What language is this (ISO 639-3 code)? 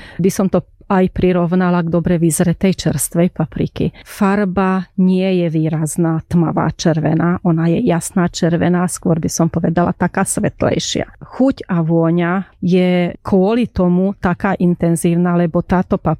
slk